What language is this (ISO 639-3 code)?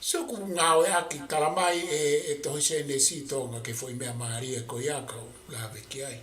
ton